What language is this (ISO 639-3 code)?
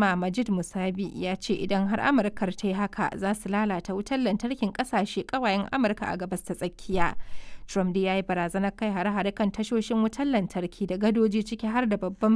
hau